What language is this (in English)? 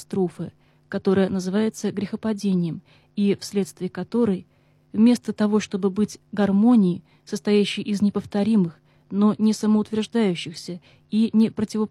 Russian